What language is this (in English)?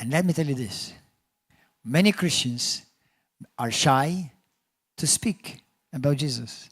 English